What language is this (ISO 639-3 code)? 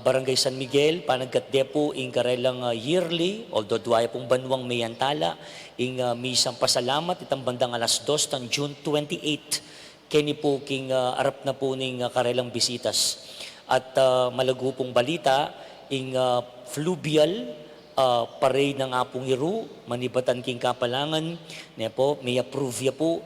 pam